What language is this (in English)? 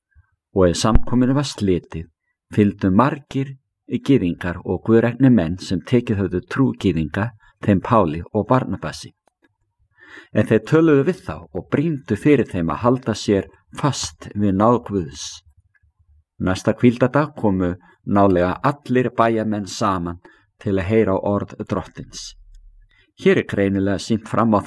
Icelandic